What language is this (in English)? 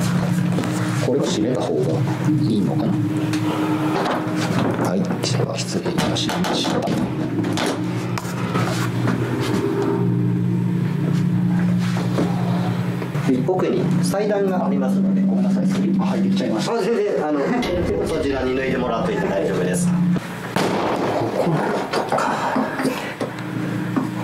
Japanese